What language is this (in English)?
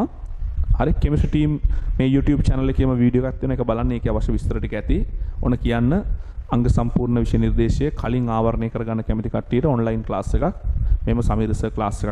Sinhala